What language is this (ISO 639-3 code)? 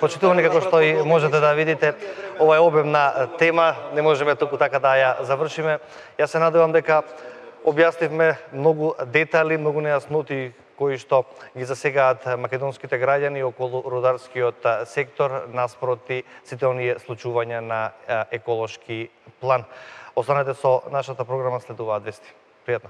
mkd